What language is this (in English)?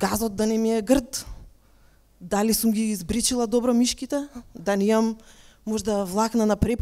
Macedonian